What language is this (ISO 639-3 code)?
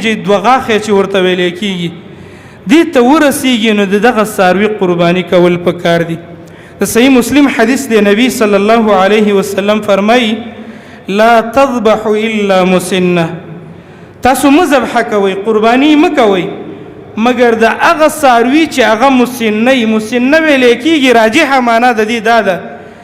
pus